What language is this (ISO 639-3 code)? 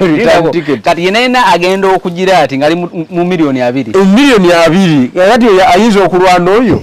lug